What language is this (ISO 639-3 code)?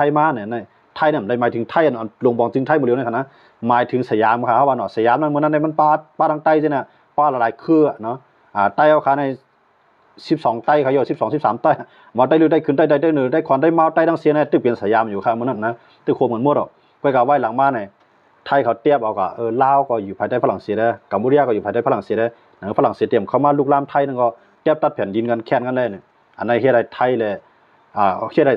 shn